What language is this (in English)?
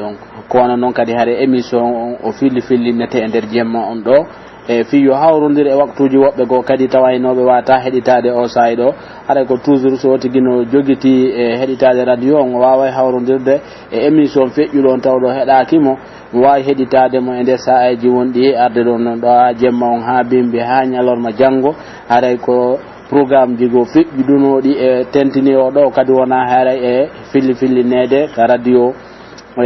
Pular